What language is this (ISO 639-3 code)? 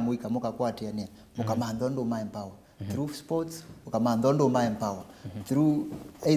kam